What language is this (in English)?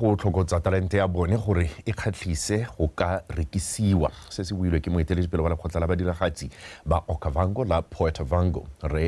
Tswana